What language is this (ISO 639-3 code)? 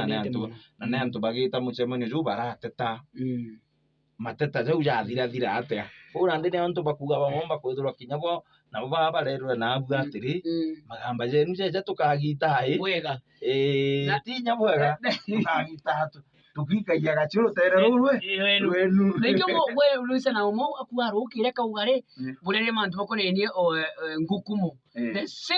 mer